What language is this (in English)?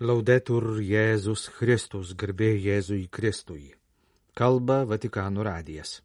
Lithuanian